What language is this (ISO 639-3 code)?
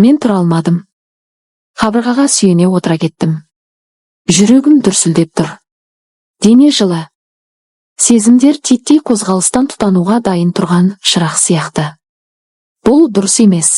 kaz